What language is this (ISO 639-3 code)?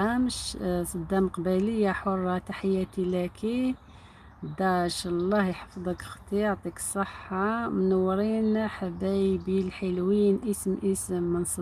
arq